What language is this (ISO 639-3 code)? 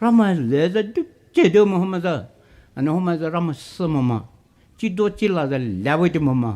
pmx